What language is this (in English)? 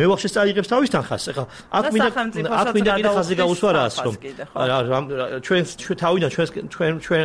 Georgian